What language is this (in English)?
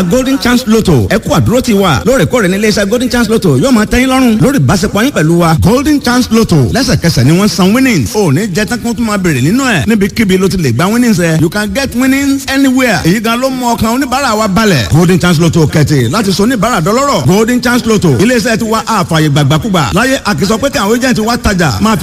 Yoruba